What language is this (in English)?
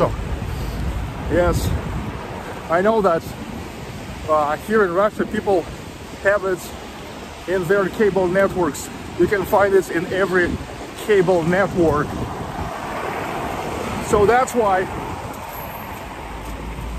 English